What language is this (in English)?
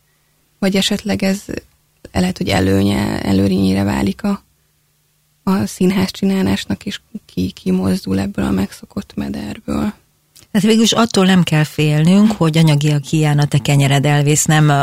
Hungarian